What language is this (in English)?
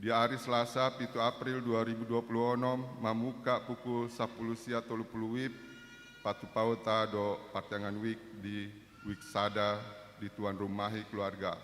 Batak Toba